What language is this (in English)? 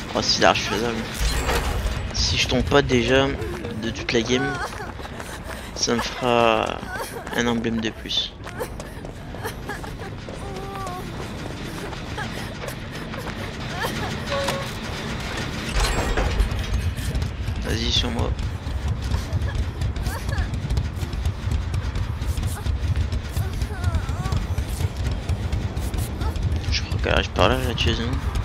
French